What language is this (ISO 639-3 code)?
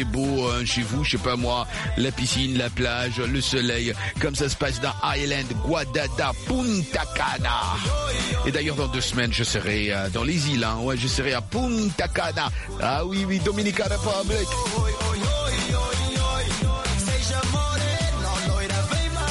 fra